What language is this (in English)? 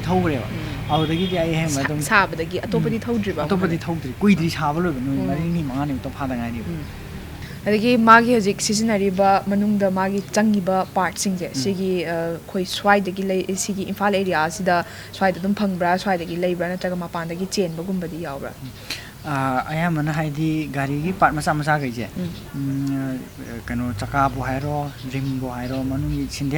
Manipuri